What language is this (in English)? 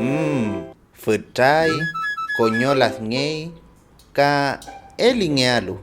Mapuche